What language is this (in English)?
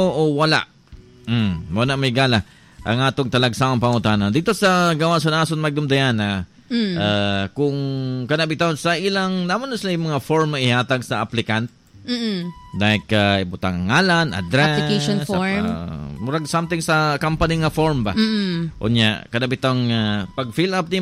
Cebuano